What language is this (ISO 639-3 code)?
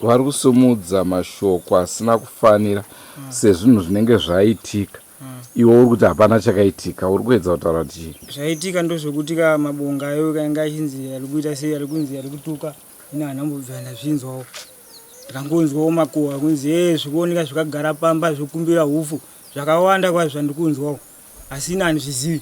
sna